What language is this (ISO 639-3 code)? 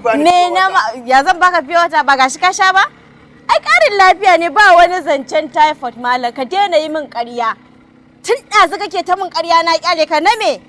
hau